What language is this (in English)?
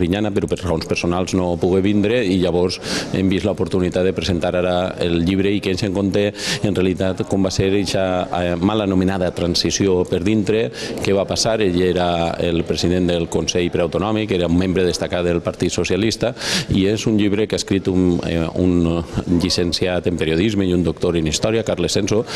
Catalan